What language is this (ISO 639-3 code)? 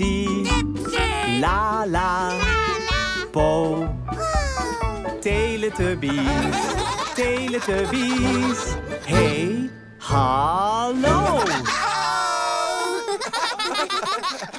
nld